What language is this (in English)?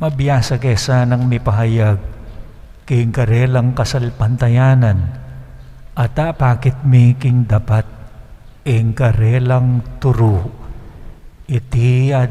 Pampanga